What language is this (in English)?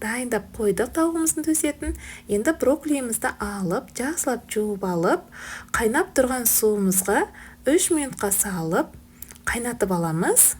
Kazakh